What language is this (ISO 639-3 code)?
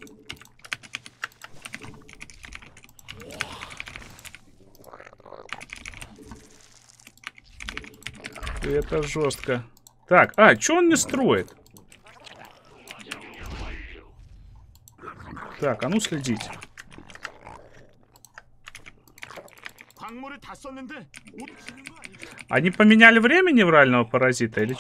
rus